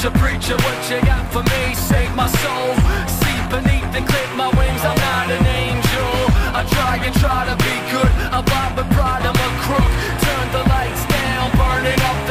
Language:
English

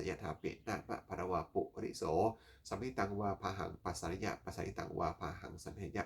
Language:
Pali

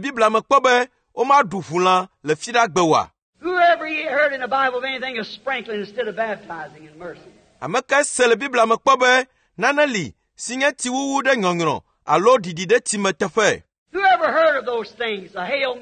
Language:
Ewe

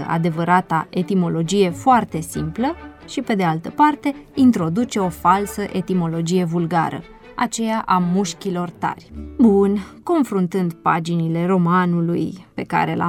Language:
Romanian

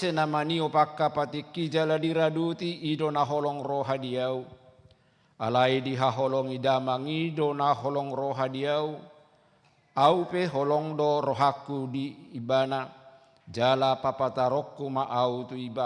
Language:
Batak Toba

